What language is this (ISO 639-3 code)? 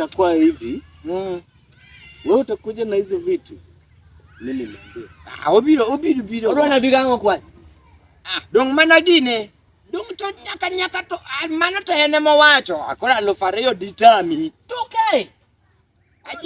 luo